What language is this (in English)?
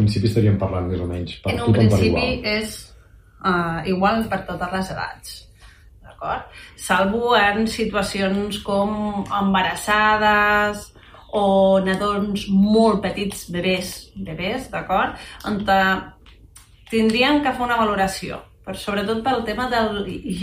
Catalan